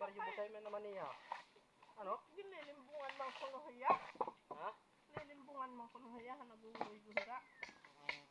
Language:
Waray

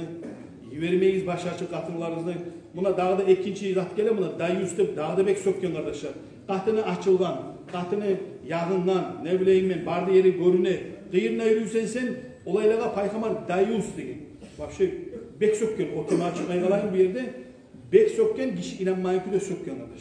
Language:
Kumyk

